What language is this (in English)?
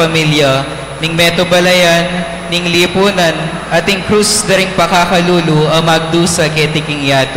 Pampanga